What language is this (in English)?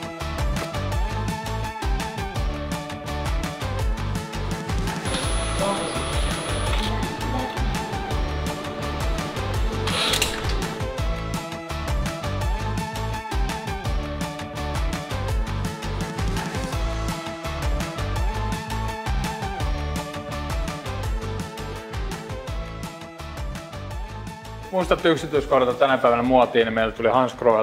Finnish